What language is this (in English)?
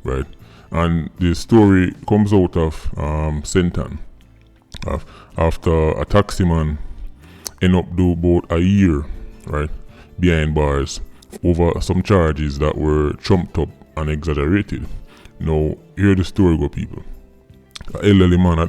Jamaican Creole English